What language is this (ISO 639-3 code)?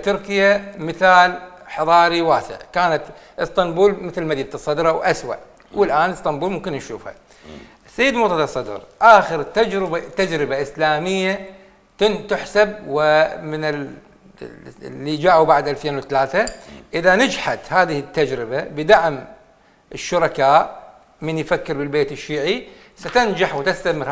acm